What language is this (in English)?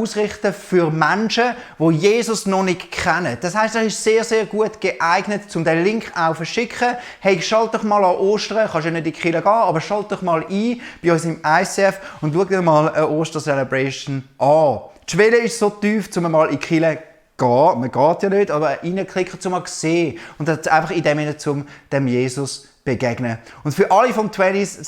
Swiss German